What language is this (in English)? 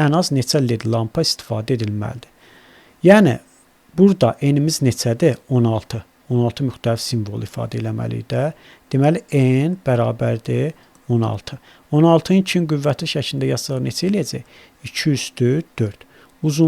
Azerbaijani